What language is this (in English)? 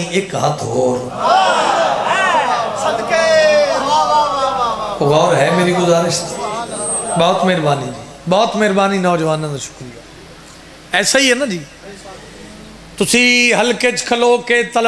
Urdu